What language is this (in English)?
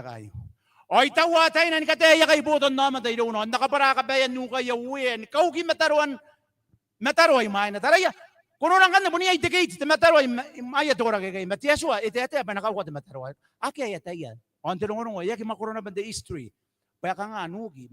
Gilbertese